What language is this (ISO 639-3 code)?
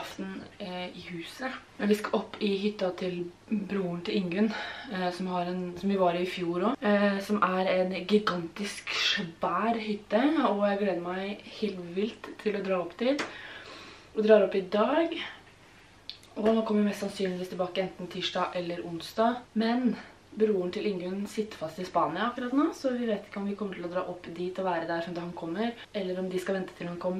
nor